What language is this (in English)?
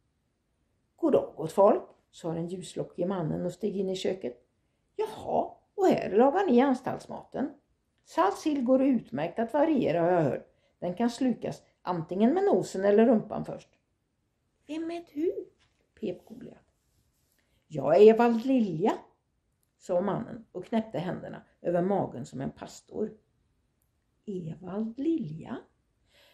Swedish